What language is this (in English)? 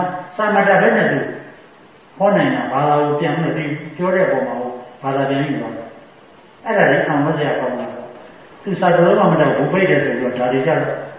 Burmese